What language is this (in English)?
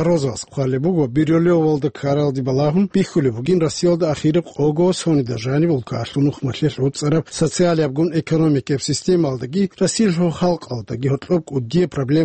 Avaric